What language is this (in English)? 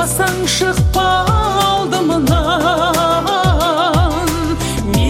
Kazakh